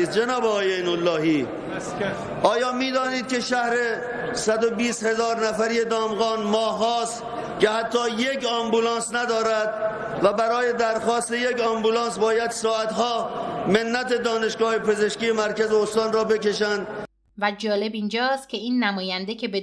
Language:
Persian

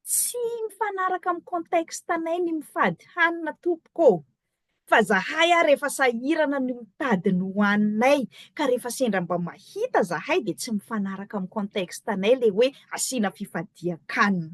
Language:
Malagasy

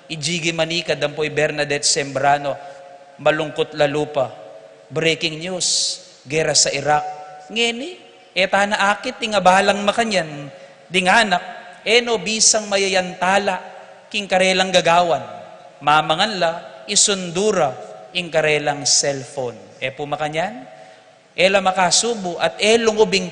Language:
Pampanga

